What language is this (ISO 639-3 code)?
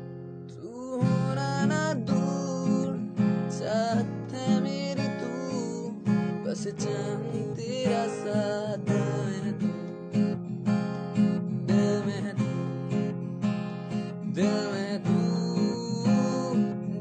hin